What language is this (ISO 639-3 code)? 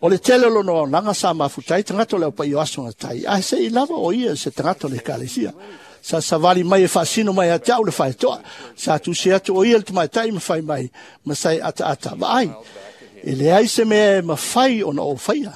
smo